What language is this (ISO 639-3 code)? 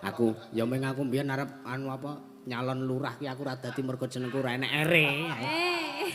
jav